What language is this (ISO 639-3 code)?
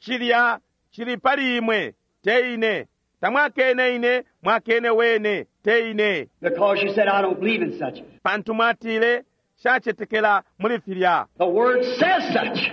bem